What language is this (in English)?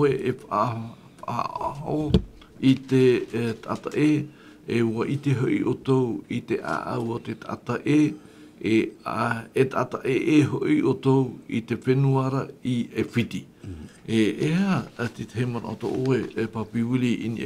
Tahitian